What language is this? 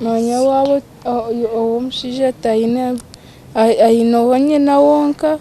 Nyankole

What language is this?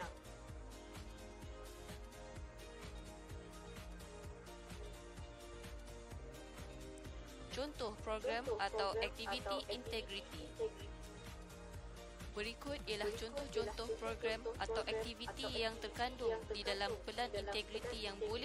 Malay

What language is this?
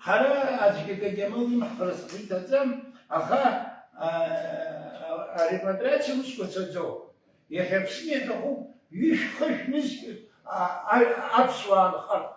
Abkhazian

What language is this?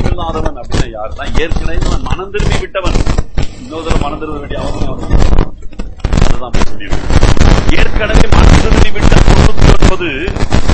Tamil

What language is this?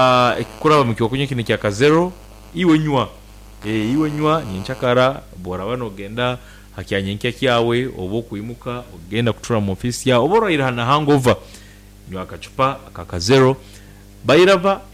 Nyoro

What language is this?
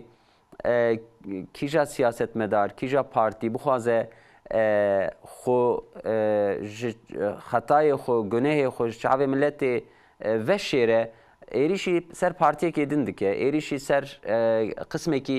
Kurdish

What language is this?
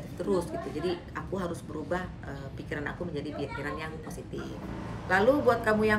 Indonesian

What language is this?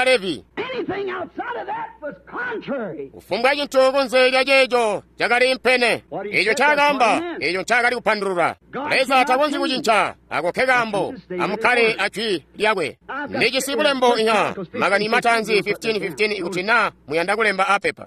Tonga (Zambia)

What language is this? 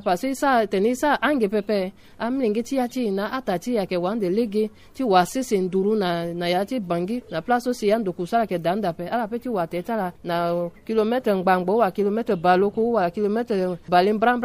Sango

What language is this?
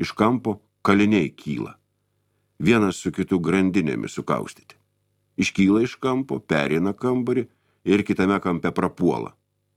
Lithuanian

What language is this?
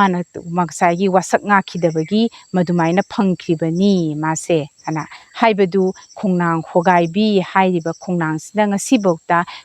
Manipuri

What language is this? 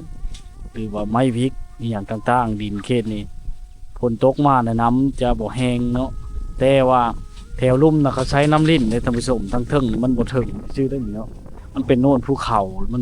Lao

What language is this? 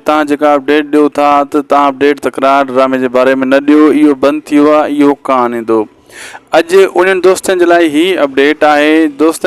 Sindhi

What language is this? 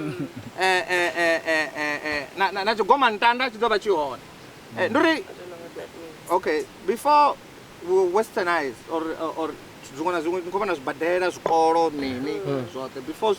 Venda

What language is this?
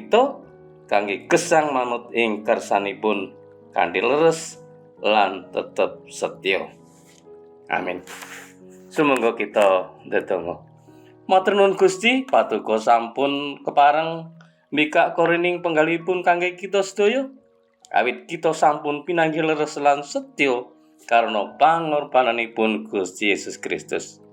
Javanese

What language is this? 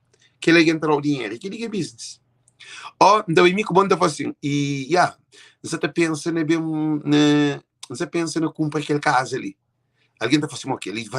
Kabuverdianu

